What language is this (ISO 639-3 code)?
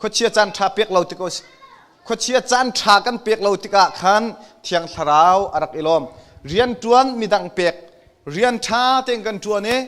cnh